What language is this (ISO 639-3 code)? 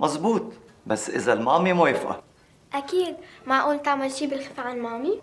apc